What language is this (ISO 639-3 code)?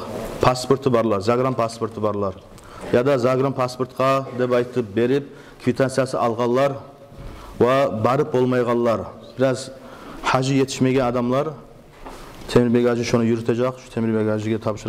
kum